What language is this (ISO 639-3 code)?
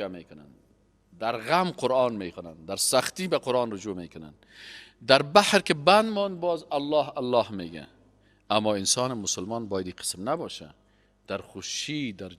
fas